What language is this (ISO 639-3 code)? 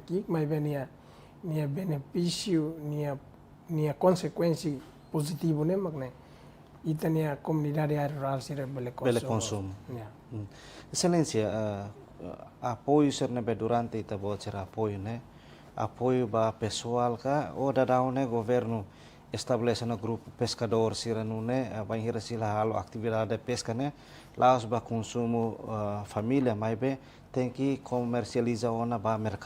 tet